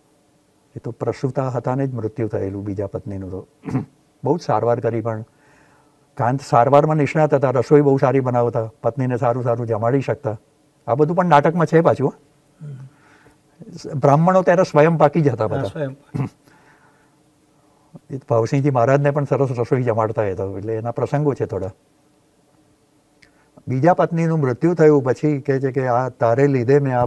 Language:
Gujarati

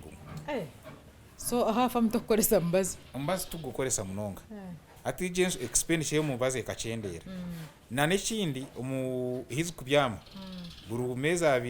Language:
Nyankole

